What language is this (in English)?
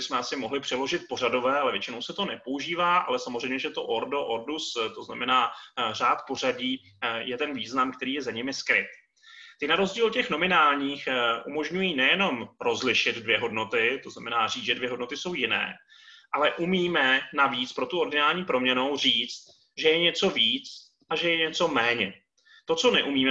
Czech